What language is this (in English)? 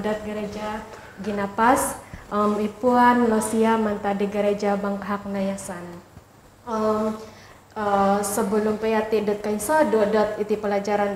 Central Dusun